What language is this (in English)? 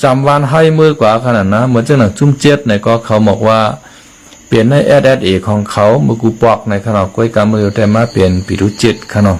Shan